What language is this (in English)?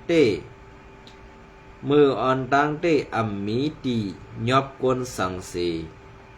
Shan